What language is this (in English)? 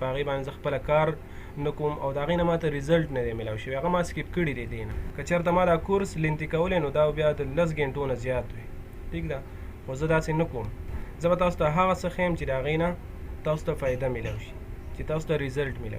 Pashto